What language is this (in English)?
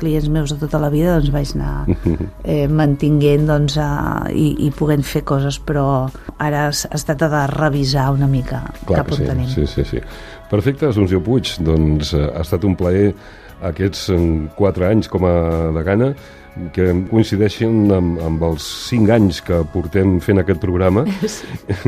Catalan